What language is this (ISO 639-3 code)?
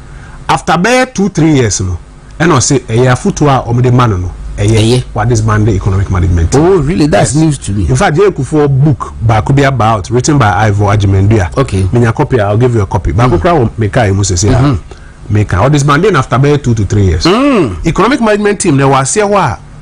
aka